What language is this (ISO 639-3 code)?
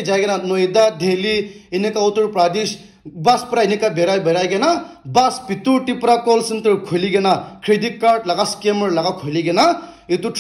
nag